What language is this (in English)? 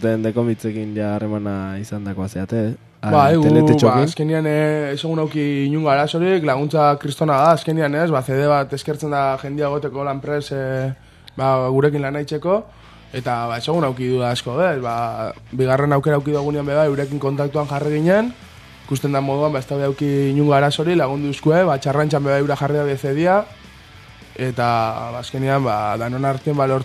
Basque